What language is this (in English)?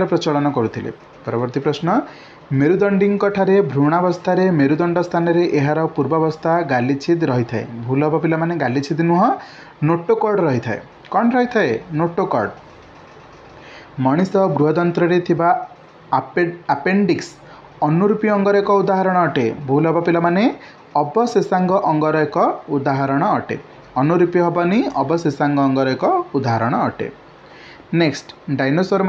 Odia